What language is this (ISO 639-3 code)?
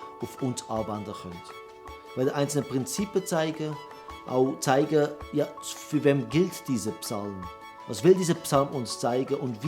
gsw